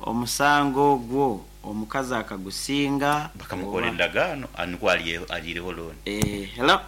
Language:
Nyankole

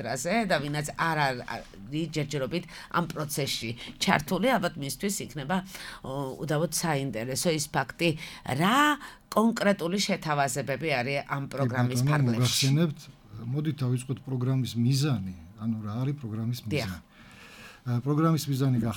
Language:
Georgian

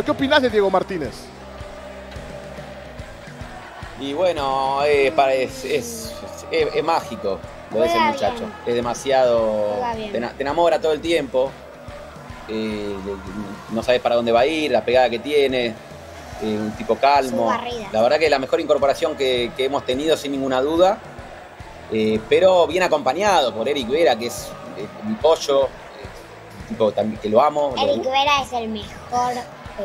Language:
Spanish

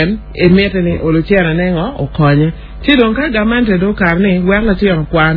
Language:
Acoli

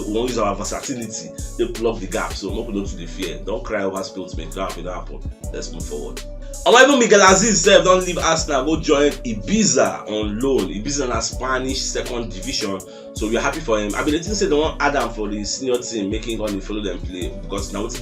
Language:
Nigerian Pidgin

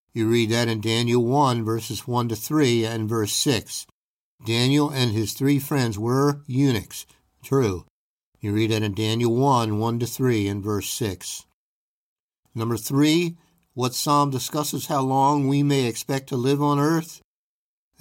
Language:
English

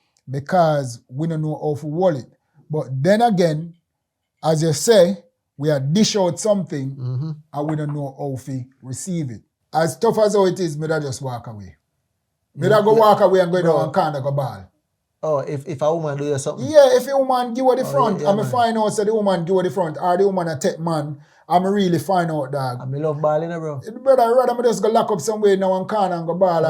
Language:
Jamaican Creole English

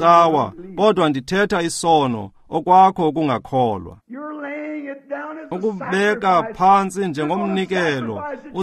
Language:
Xhosa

